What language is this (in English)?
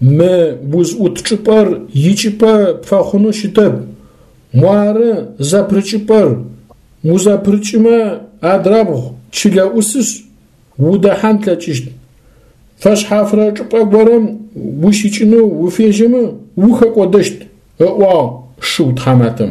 Adyghe